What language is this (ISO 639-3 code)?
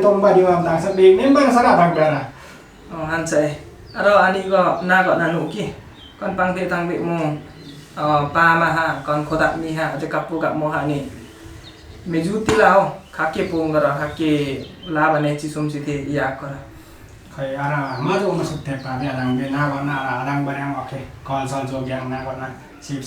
lif